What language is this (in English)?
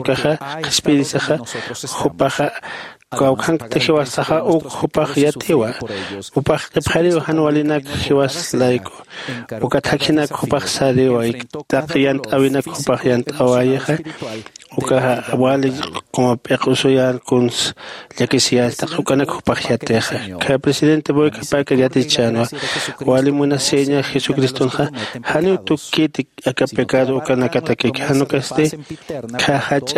Aymara